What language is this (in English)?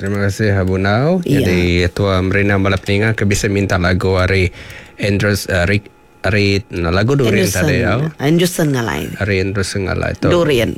Iban